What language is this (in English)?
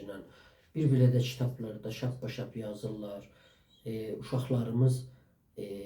South Azerbaijani